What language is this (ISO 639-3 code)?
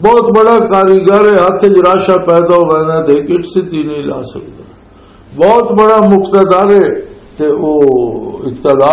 lah